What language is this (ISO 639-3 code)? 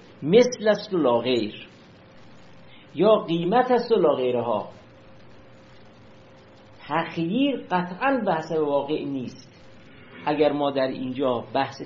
fas